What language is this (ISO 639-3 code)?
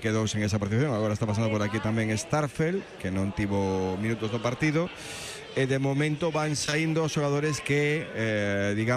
glg